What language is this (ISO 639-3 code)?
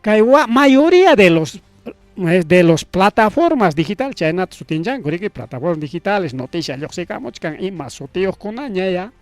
quy